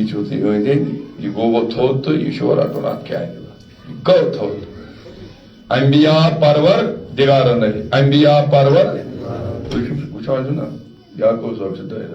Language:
Kashmiri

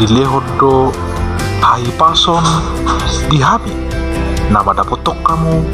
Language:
Batak Toba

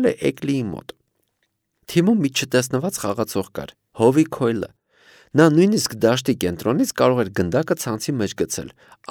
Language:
Armenian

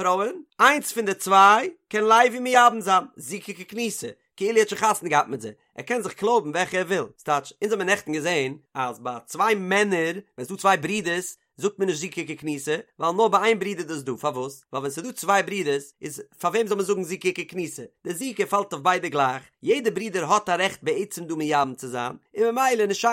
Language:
Yiddish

